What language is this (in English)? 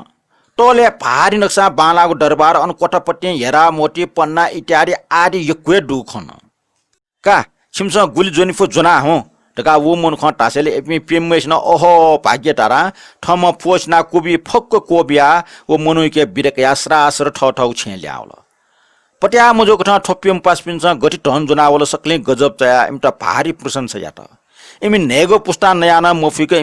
Newari